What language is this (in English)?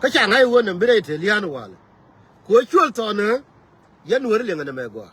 Nuer